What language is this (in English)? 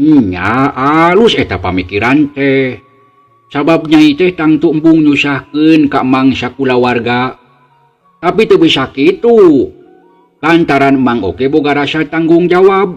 Sundanese